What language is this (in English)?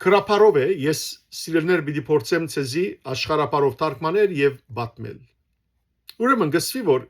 Western Armenian